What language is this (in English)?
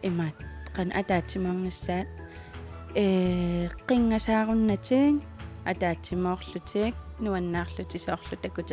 Kalaallisut